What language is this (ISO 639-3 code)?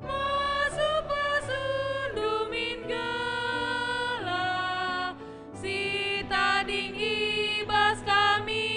btx